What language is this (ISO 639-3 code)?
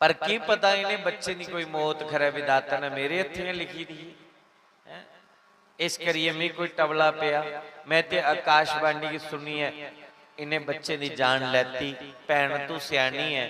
doi